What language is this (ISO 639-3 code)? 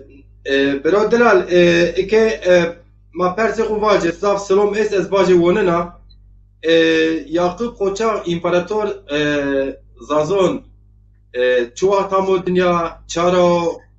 zza